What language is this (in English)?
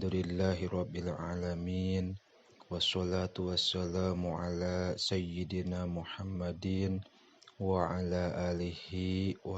Sundanese